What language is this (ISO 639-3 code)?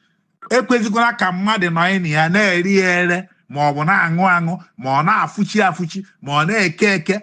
ibo